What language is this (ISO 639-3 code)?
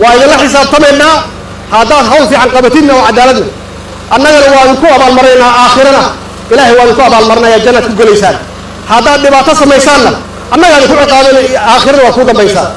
som